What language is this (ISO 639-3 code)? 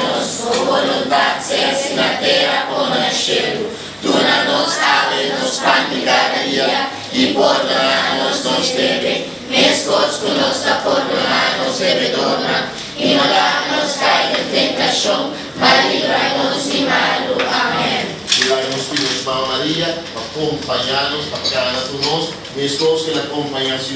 pap